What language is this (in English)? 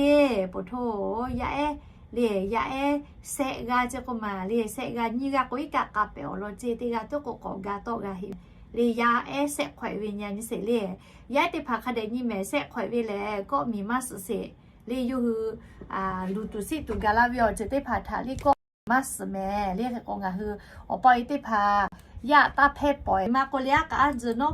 Lahu